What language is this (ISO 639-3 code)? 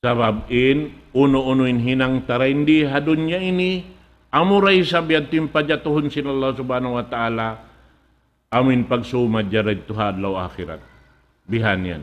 tsg